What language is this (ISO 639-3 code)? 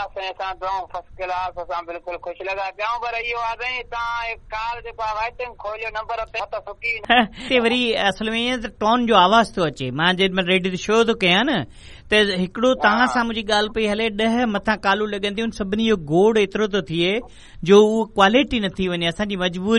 snd